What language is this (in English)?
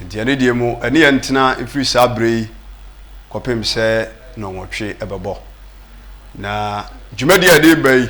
Akan